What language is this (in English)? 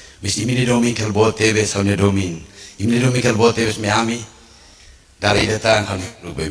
Tetum